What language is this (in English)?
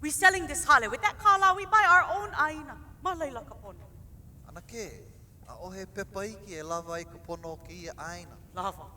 Hawaiian